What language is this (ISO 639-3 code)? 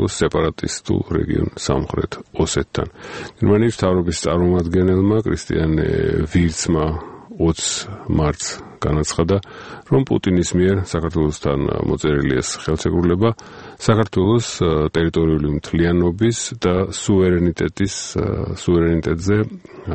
kat